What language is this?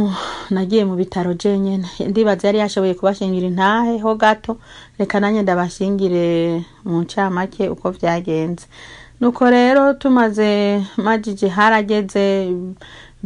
Rundi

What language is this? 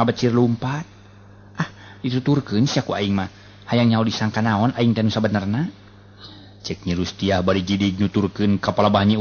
Sundanese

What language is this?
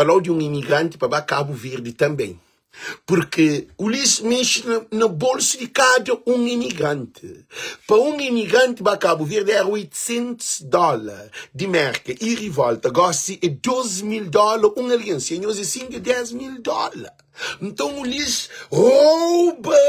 Kabuverdianu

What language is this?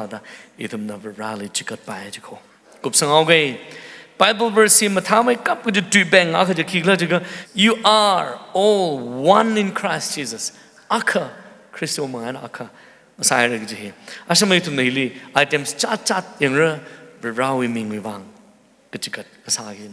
Tangkhul Naga (India)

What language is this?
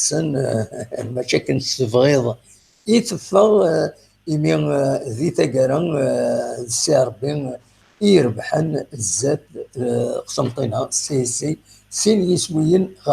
Kabyle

